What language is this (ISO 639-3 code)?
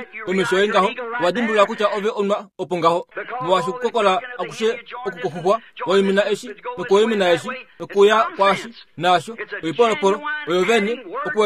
kua